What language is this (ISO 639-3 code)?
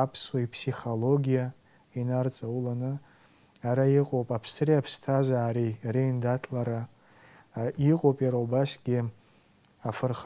abk